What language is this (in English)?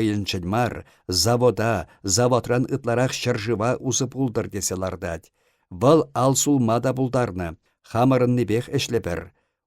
Chuvash